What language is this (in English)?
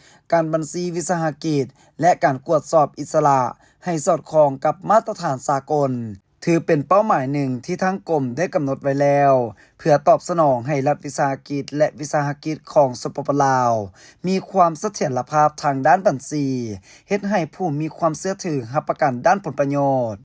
Lao